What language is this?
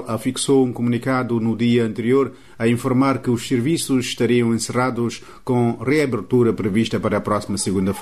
Portuguese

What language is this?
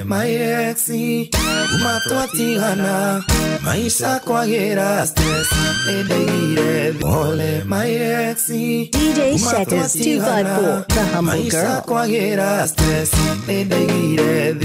Kikuyu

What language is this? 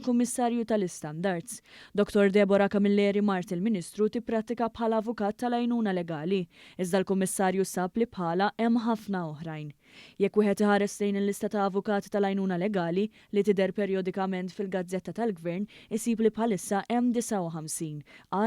Maltese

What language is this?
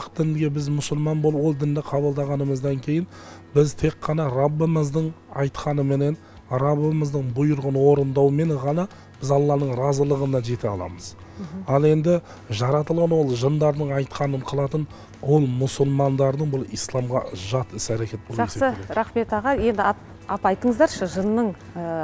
Kazakh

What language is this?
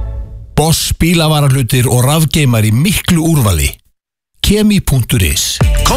Icelandic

